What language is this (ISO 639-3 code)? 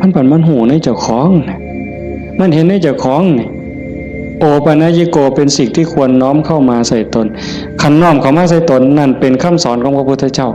tts